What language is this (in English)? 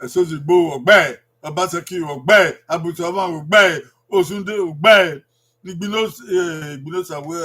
Bini